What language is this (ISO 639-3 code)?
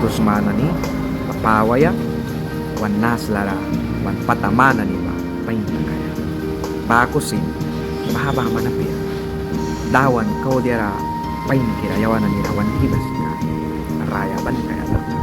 miq